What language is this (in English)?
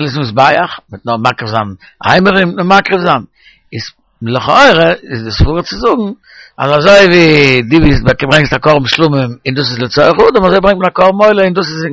Yiddish